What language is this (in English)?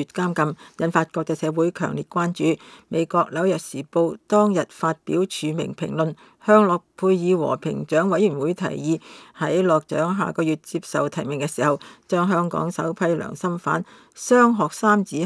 Cantonese